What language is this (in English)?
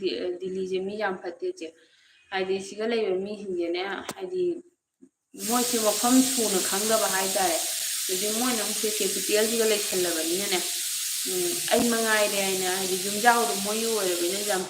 Manipuri